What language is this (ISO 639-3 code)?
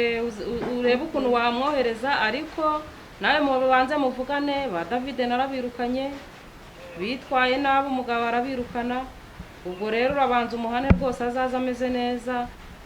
kin